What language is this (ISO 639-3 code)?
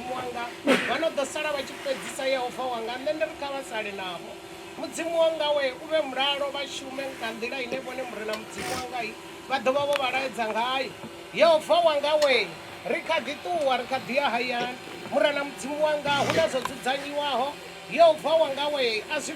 ven